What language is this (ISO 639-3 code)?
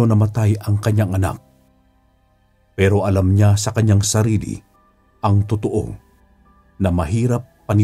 fil